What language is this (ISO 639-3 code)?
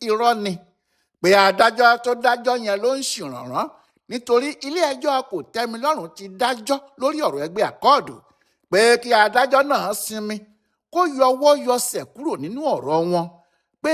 yor